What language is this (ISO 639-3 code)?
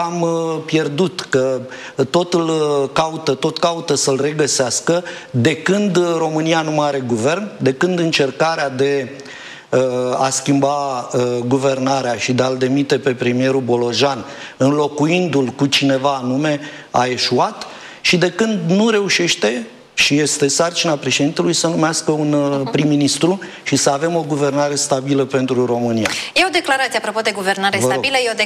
ron